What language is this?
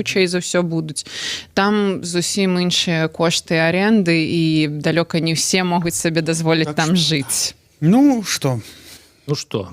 Belarusian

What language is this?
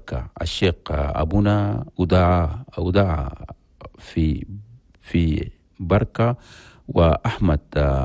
Chadian Arabic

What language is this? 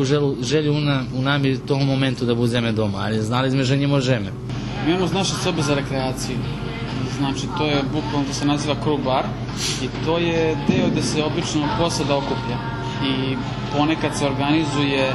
Rusyn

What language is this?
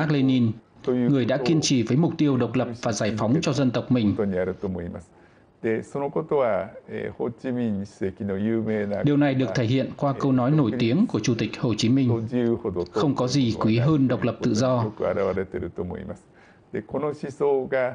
Vietnamese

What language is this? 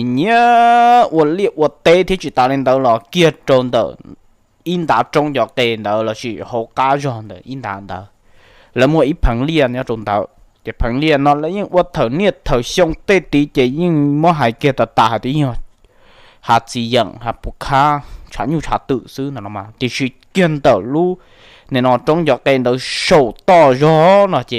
Hmong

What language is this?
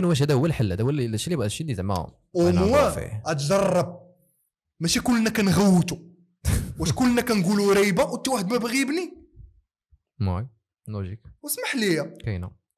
Moroccan Arabic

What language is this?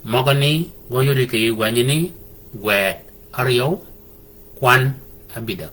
Shilluk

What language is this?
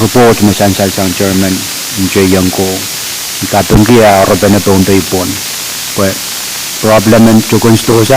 Pohnpeian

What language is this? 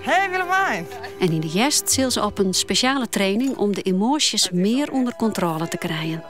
Western Frisian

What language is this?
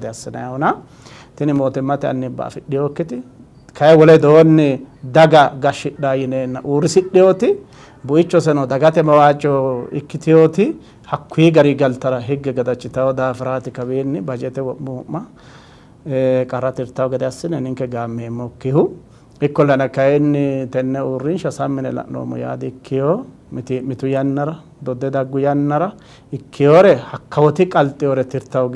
Sidamo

